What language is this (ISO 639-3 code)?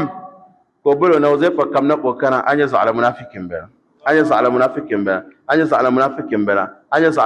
dag